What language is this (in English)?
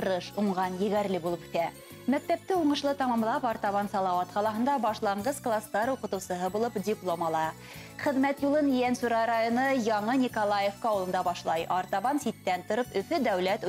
Bashkir